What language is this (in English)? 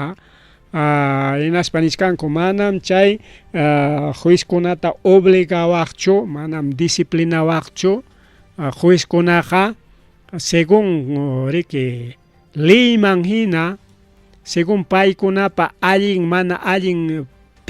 Ayacucho Quechua